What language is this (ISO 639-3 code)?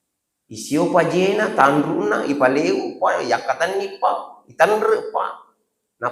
bug